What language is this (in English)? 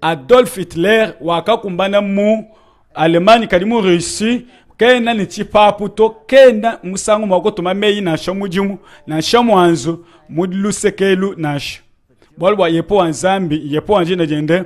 Luba-Lulua